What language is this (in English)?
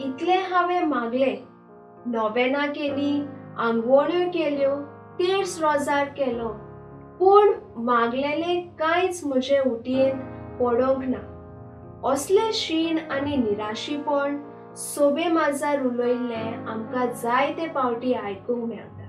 Konkani